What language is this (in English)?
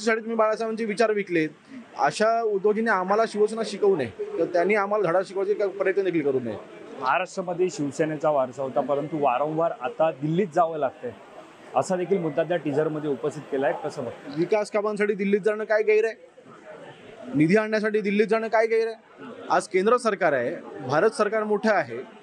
Marathi